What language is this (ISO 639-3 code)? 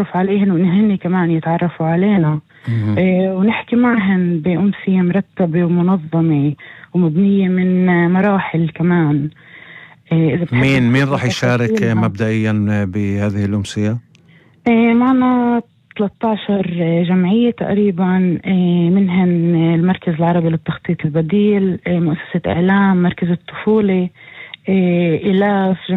apc